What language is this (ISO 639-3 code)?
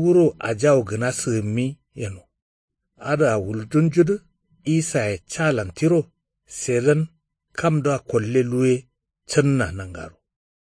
kau